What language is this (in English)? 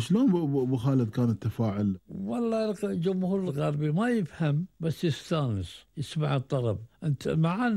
Gulf Arabic